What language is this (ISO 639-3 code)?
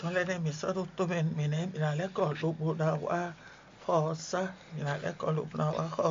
fon